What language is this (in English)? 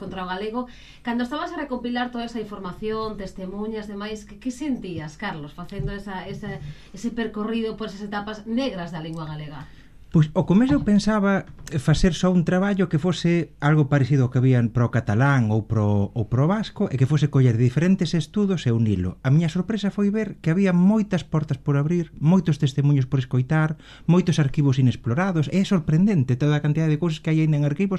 Galician